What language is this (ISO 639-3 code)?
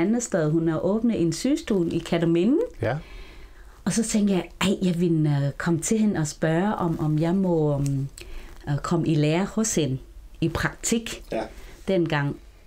dan